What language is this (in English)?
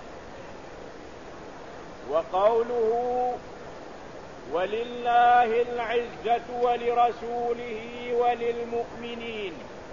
Malay